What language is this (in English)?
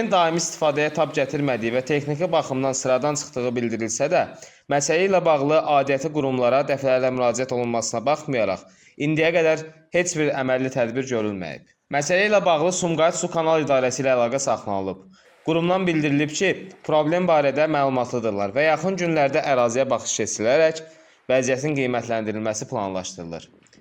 Azerbaijani